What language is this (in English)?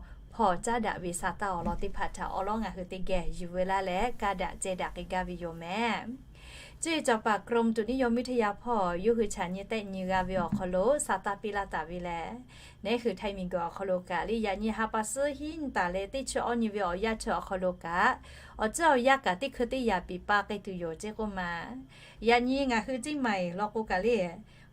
Lahu